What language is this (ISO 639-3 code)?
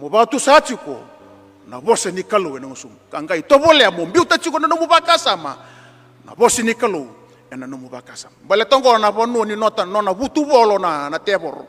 fij